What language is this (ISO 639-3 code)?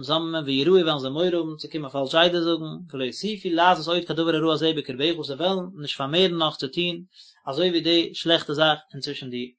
yid